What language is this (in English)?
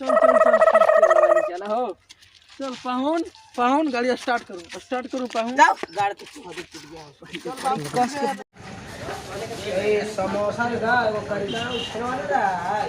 Magahi